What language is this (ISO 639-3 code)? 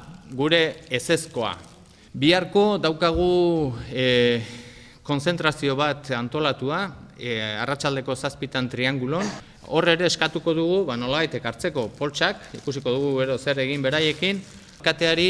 eus